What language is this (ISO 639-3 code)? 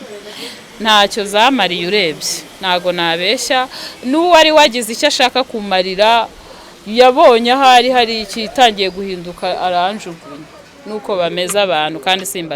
kin